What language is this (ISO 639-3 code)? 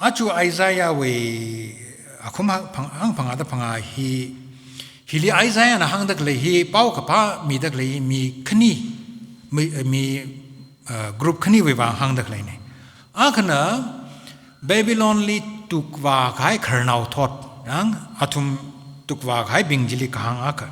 nmf